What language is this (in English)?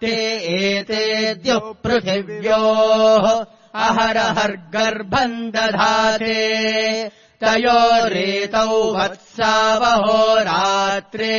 Sanskrit